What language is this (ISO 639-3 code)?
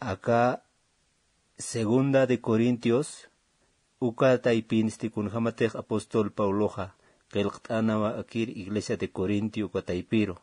aym